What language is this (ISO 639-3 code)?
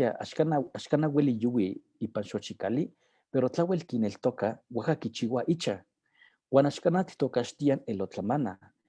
nhe